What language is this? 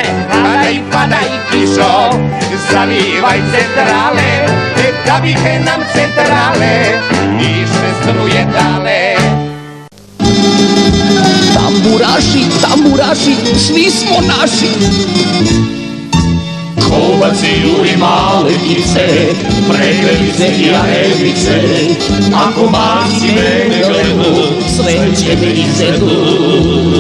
Serbian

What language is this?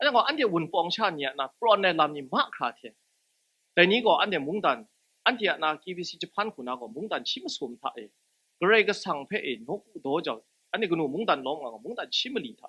Kachin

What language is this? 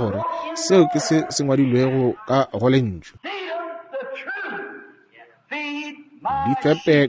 Northern Sotho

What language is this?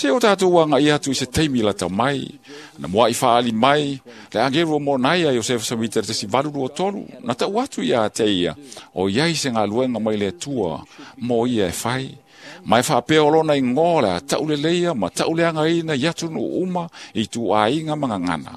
Samoan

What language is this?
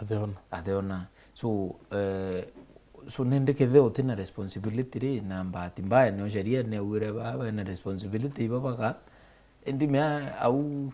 Meru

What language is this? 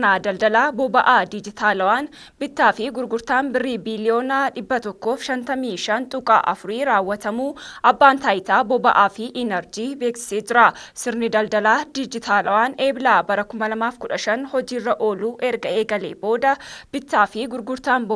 Oromo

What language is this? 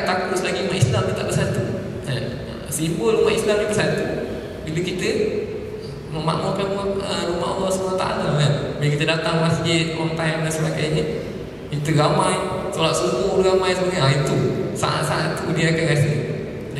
Malay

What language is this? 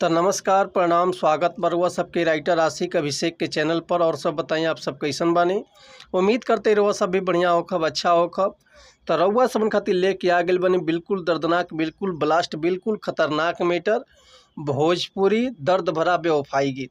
Bhojpuri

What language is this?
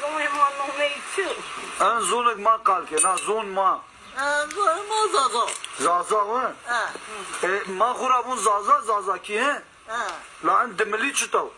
Zaza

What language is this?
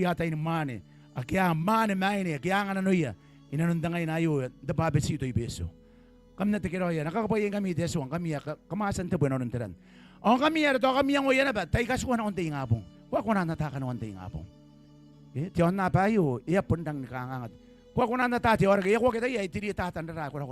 Gilbertese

